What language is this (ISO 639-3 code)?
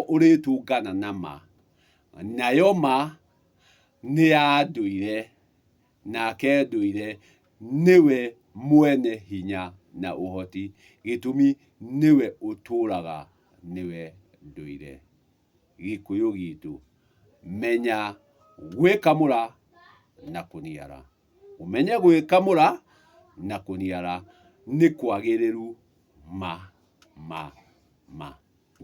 kik